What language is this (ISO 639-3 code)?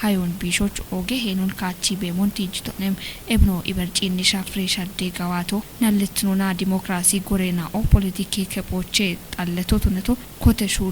kbr